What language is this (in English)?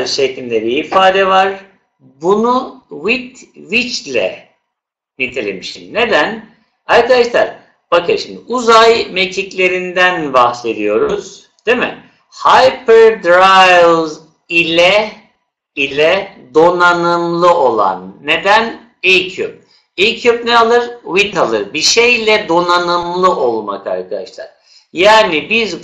Turkish